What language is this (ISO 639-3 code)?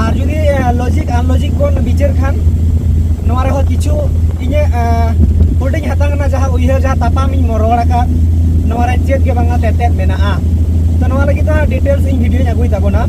sat